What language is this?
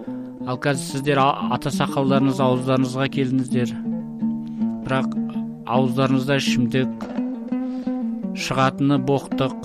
Kazakh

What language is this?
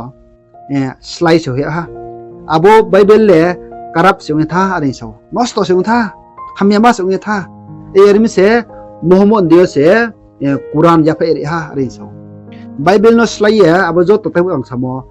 Riang (India)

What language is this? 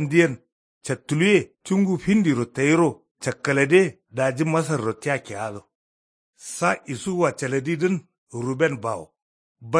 Kanuri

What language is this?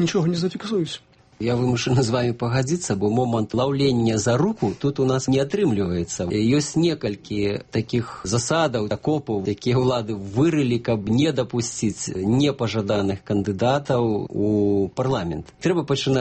Belarusian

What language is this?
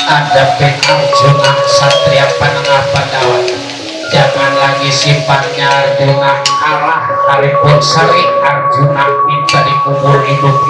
Betawi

